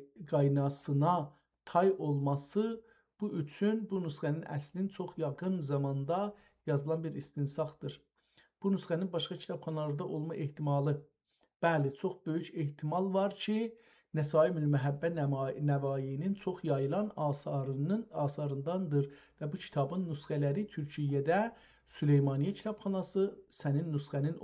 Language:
South Azerbaijani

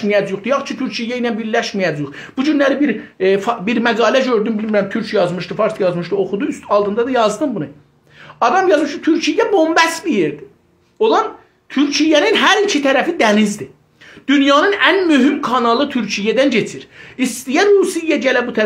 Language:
South Azerbaijani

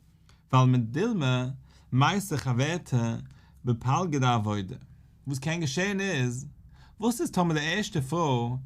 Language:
Yiddish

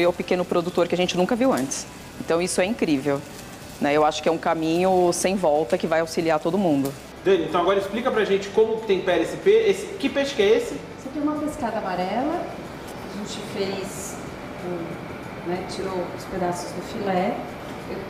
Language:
Portuguese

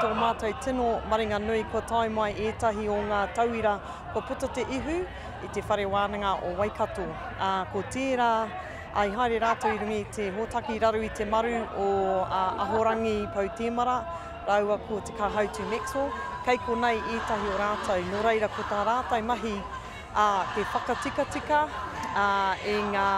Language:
Māori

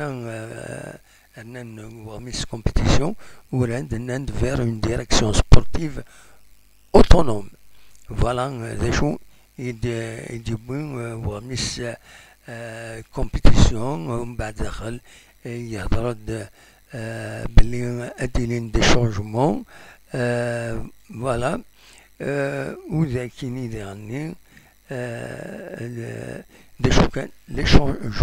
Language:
Kabyle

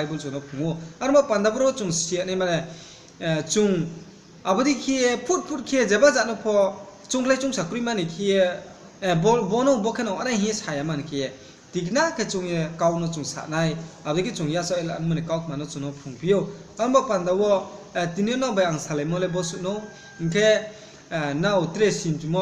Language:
Riang (India)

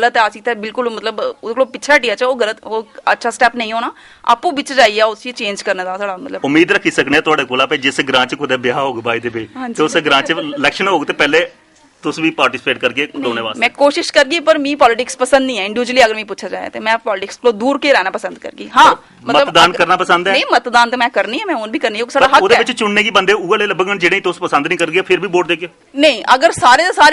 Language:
Dogri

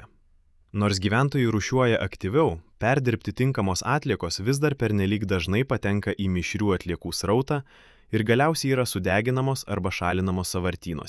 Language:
Lithuanian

